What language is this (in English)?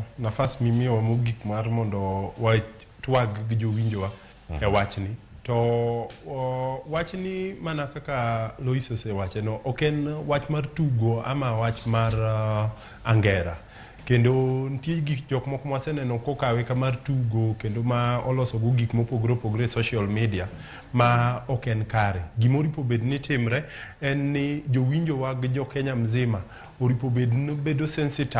Luo (Kenya and Tanzania)